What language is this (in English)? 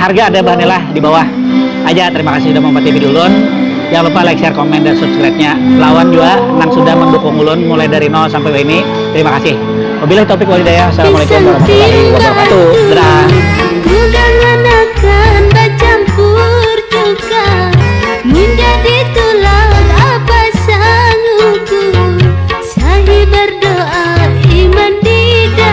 Banjar